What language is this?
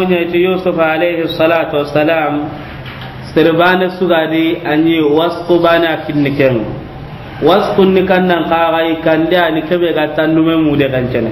Soninke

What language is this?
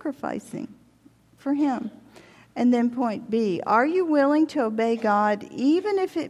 English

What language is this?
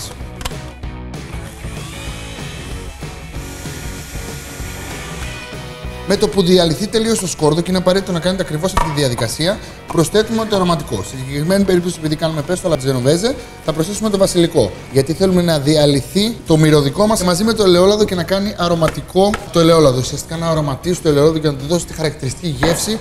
Greek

